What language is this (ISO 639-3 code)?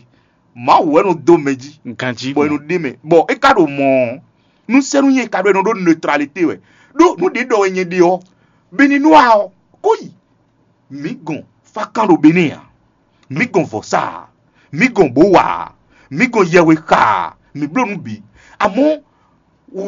fon